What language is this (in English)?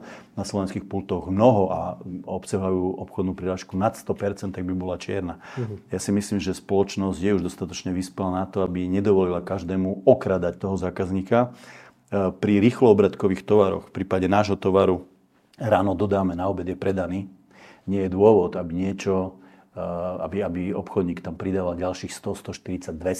Slovak